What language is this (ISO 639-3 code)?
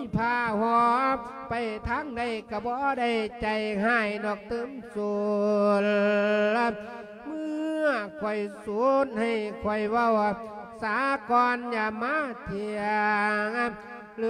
lao